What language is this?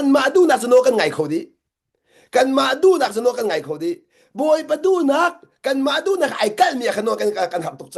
Hakha Chin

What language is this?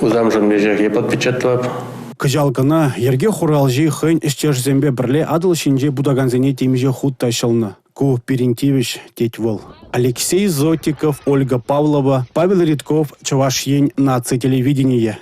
Chuvash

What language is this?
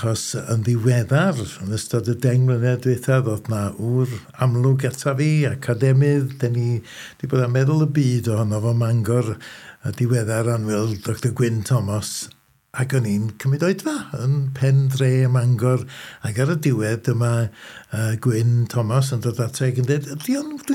Welsh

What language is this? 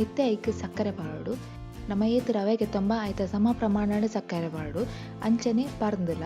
Tulu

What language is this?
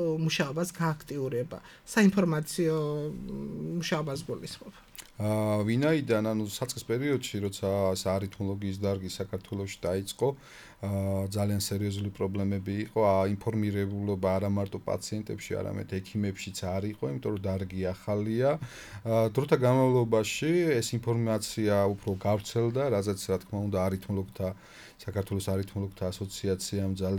Georgian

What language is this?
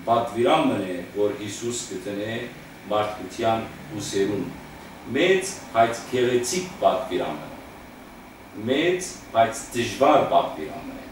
Western Armenian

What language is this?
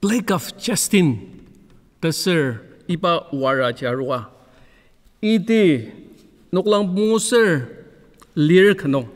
Ao Naga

